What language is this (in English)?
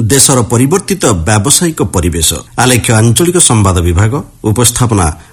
Odia